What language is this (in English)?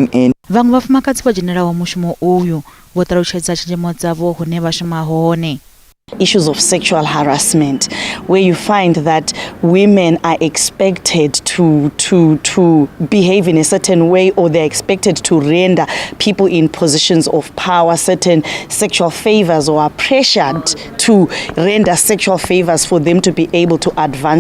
Venda